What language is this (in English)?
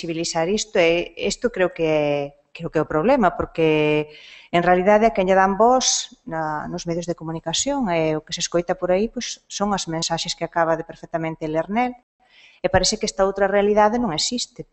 Galician